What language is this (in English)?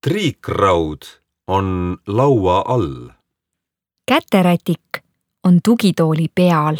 Estonian